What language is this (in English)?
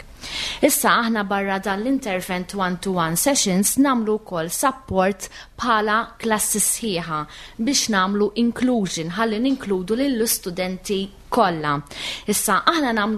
Maltese